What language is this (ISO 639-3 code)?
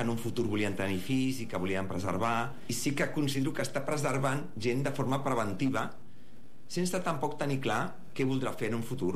cat